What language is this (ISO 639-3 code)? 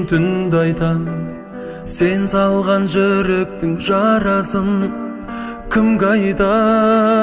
kaz